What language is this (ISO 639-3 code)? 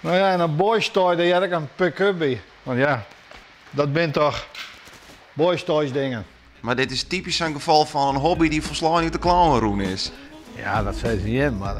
fry